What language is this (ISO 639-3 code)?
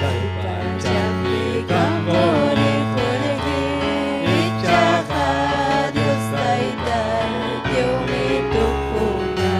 quy